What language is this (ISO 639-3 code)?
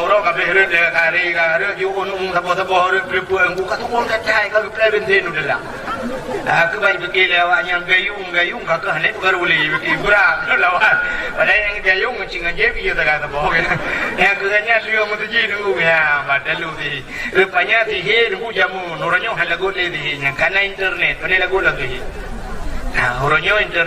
ace